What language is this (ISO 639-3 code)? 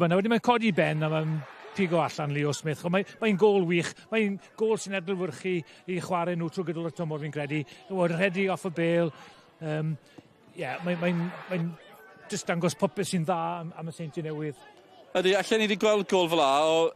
cym